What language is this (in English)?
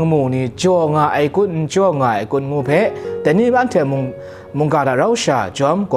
Kachin